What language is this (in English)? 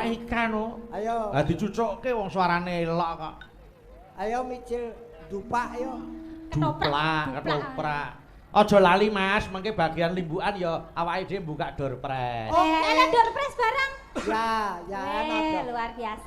Javanese